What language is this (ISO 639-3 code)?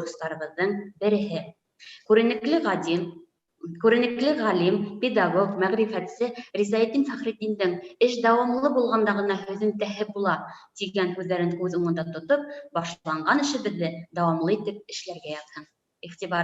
bak